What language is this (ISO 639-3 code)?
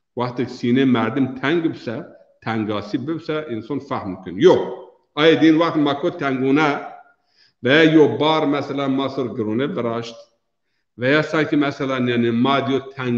zza